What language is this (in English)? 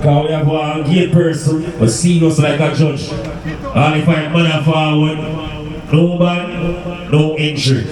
Jamaican Creole English